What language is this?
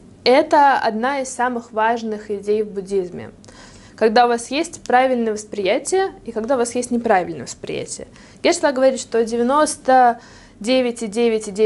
Russian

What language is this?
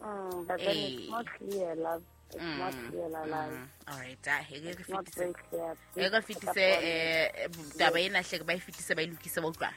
Southern Sotho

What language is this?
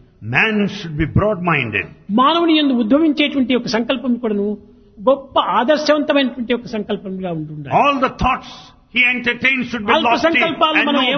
Telugu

